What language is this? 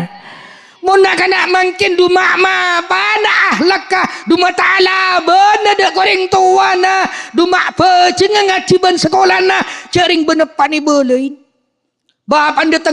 Madurese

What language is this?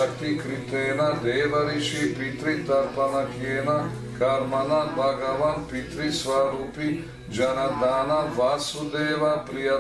Croatian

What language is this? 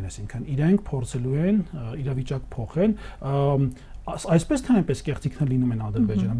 Armenian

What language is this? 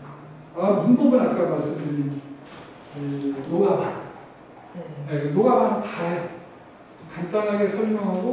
Korean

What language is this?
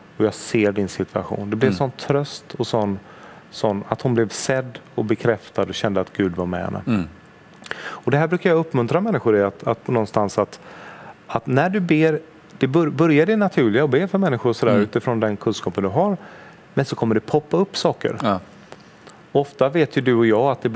Swedish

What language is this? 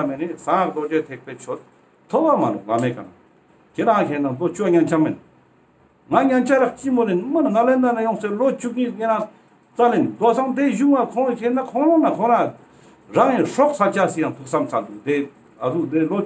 Ladakhi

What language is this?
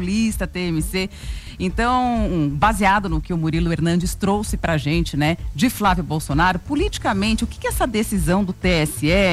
Portuguese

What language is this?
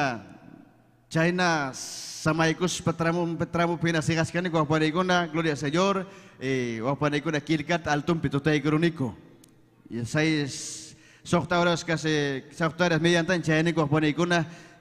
Ayacucho Quechua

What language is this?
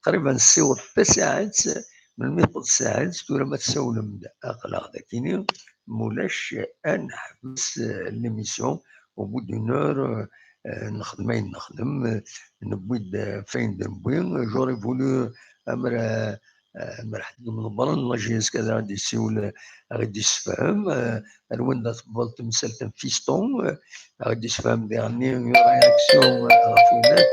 Kabyle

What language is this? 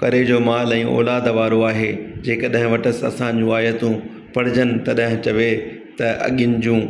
Sindhi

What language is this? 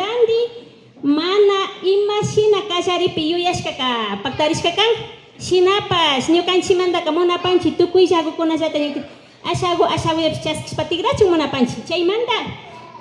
Imbabura Highland Quichua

